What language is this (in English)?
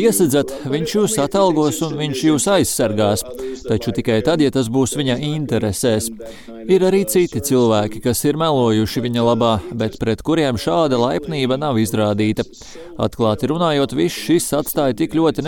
Latvian